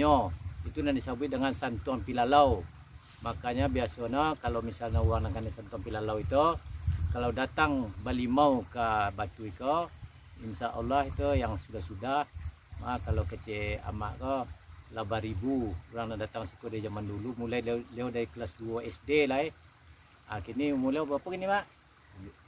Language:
Minangkabau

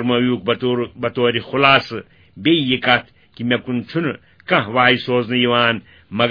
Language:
Kashmiri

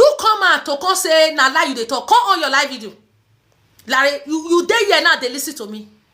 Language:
Nigerian Pidgin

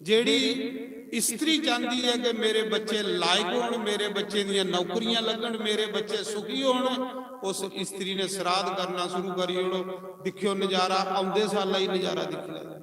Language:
Dogri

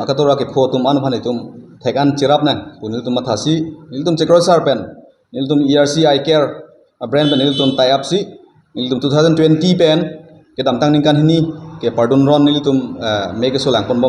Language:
Karbi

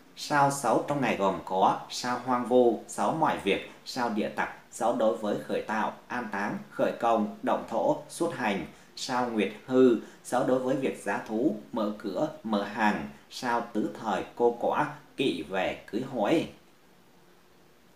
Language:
Vietnamese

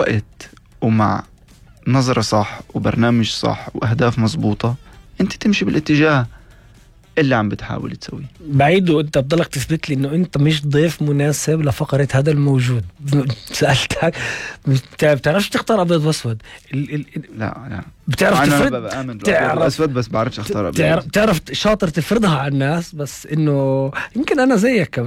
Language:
North Levantine Arabic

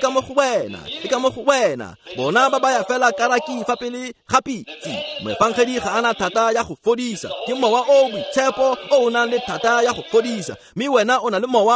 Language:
Tswana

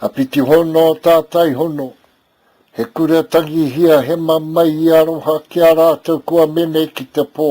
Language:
Māori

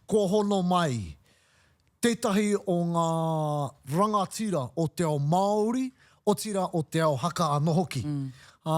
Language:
Māori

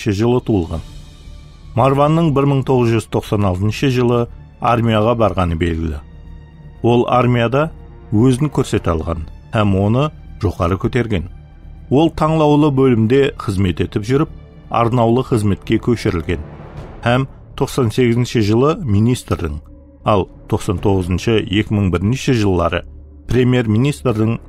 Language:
Kara-Kalpak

